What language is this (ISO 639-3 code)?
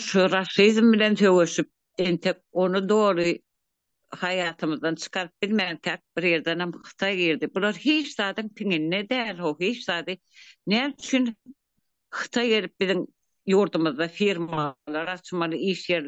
tuk